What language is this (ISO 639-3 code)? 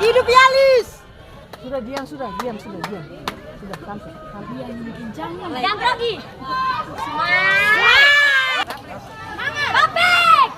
abs